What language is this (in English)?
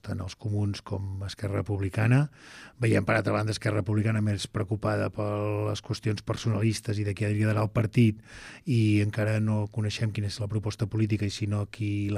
Catalan